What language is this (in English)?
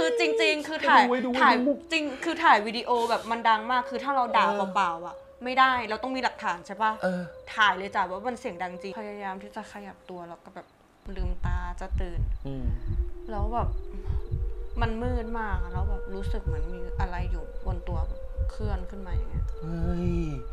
Thai